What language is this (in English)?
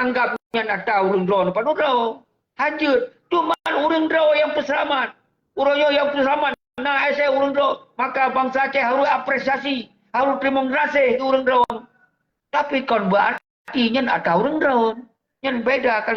Achinese